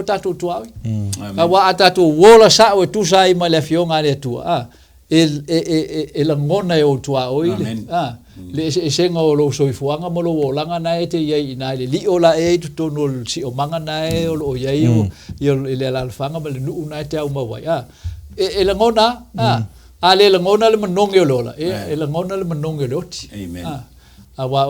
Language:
Samoan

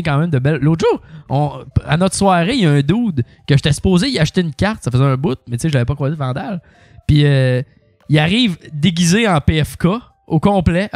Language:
French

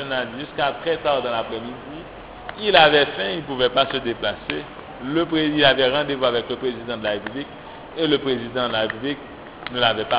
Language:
French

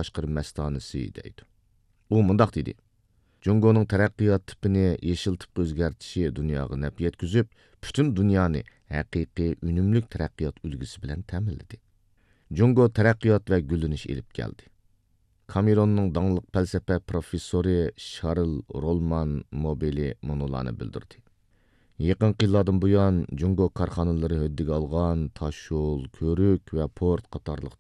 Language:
Uyghur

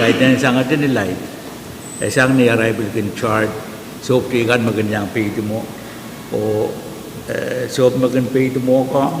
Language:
Pohnpeian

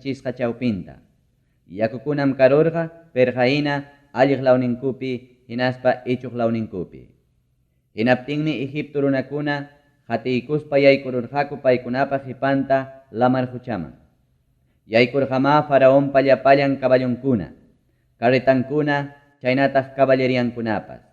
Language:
Ayacucho Quechua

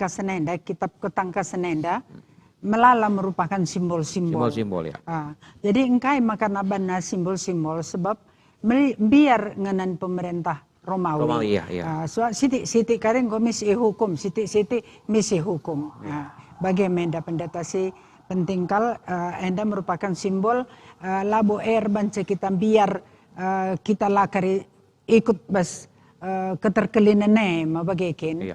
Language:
Batak Karo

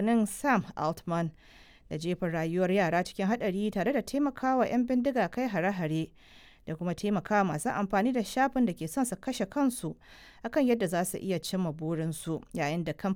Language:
Hausa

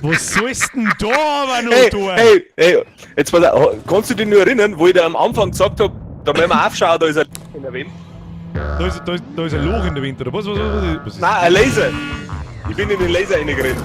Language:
Bavarian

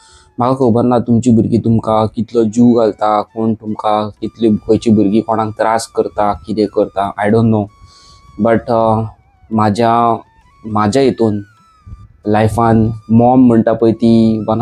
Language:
Konkani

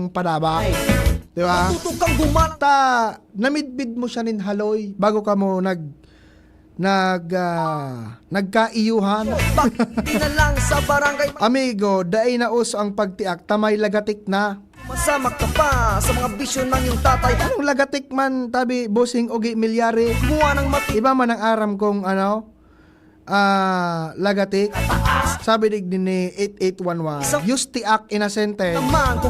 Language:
Bikol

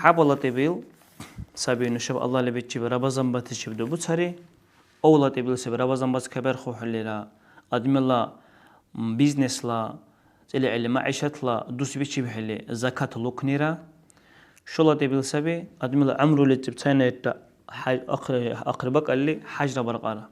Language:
Dargwa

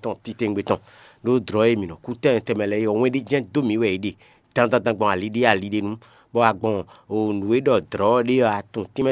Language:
Fon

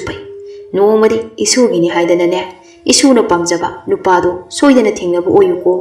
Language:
Manipuri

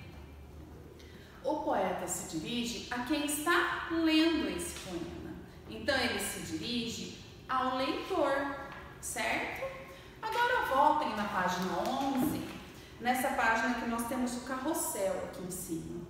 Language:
Portuguese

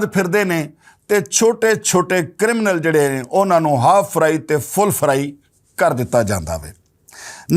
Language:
Western Panjabi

